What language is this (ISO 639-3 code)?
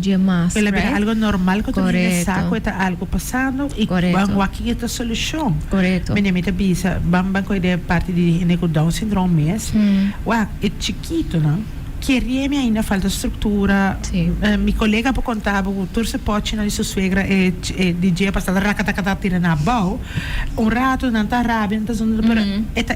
pap